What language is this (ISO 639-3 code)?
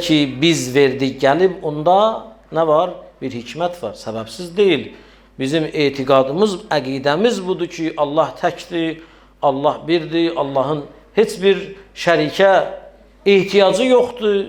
aze